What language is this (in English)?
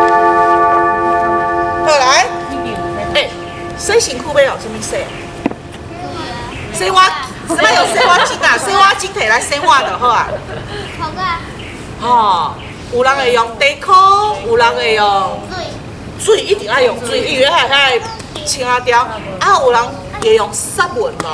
Min Nan Chinese